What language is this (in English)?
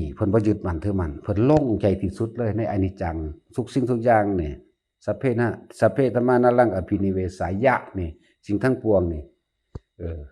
Northeastern Thai